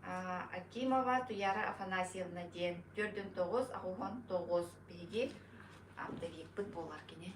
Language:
Yakut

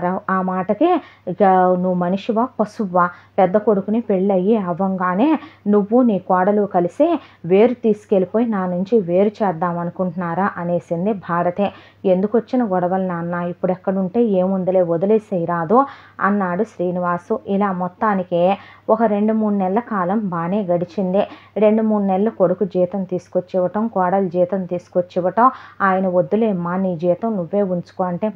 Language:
Telugu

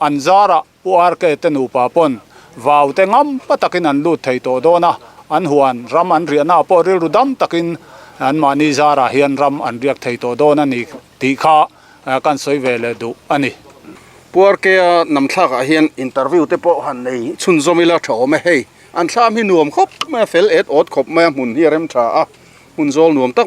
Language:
Mizo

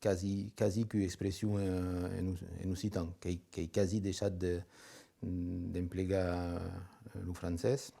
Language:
Occitan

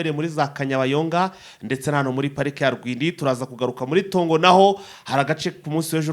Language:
Kinyarwanda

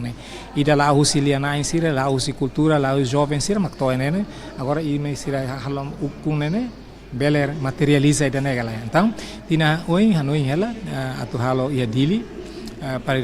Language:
Tetum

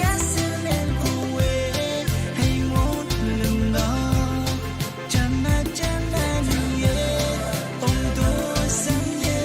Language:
Pohnpeian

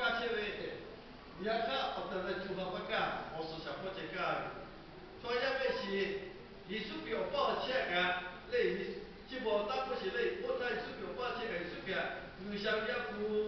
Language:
Lahu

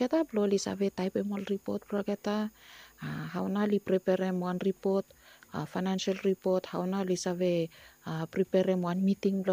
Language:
Bislama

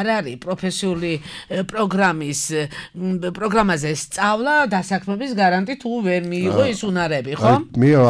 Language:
Georgian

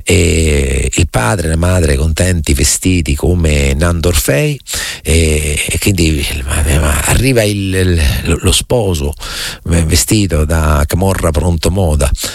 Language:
Italian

